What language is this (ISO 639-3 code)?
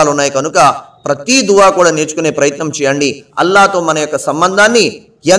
tel